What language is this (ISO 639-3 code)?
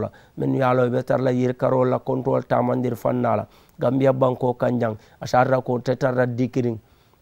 man